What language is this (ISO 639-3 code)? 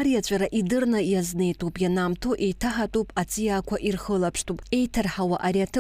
abk